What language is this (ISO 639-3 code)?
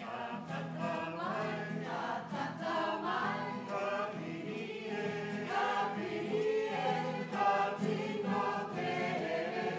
mri